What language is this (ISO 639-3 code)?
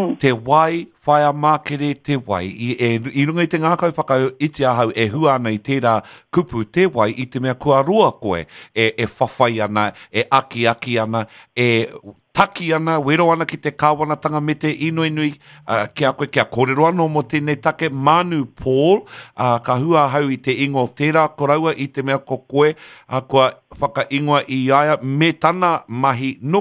mri